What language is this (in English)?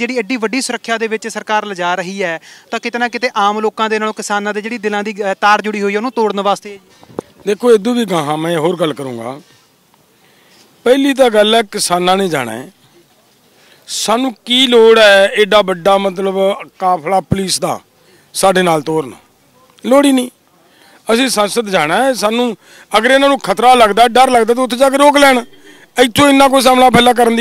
Punjabi